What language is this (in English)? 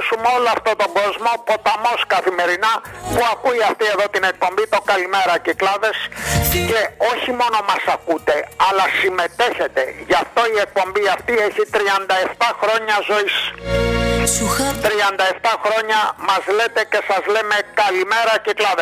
Greek